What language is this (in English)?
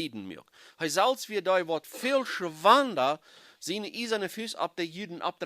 Plautdietsch